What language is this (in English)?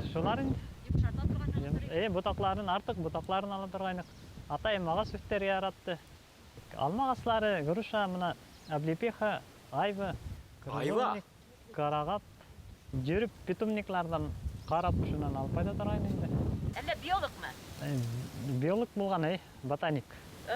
Bashkir